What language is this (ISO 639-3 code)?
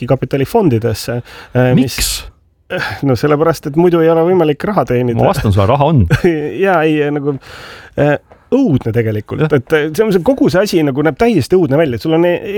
est